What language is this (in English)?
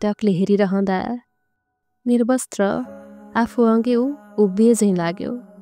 Nepali